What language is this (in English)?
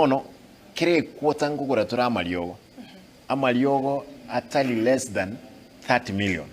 Gusii